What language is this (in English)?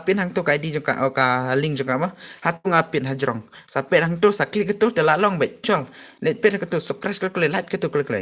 Khasi